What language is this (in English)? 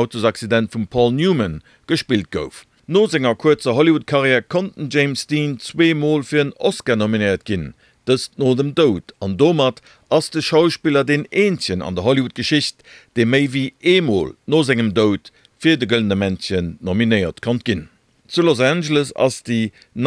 Luxembourgish